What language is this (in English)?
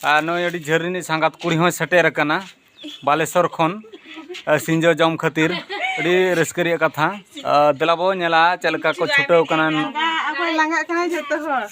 Santali